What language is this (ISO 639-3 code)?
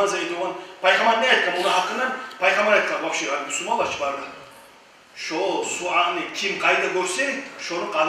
kum